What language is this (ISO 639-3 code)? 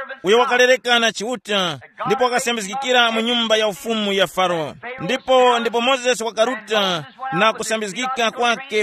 tum